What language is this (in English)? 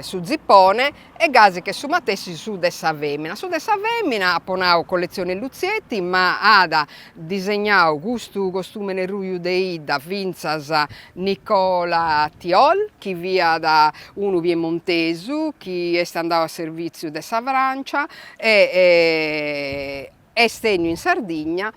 Sardinian